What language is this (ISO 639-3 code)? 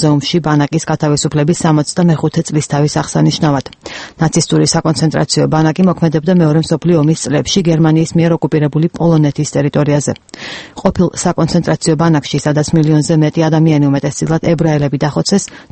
kat